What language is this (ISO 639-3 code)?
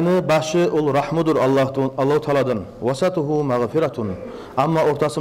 kum